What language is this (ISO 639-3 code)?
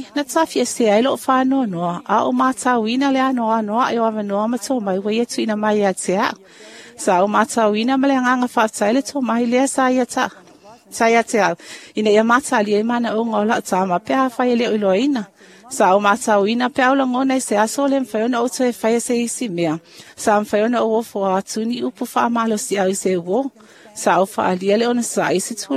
smo